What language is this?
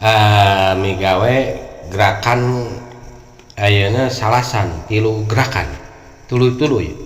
Sundanese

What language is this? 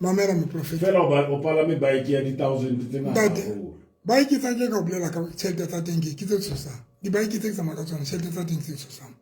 Southern Sotho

